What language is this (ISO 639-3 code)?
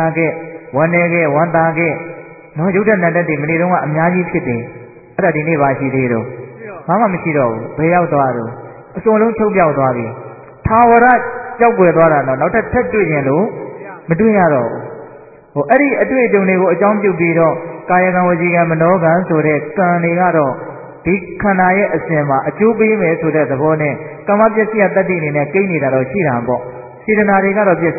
mya